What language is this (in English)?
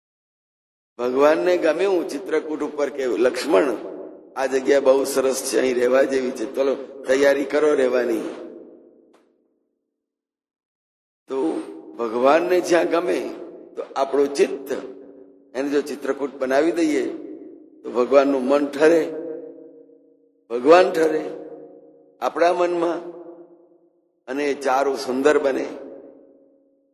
Gujarati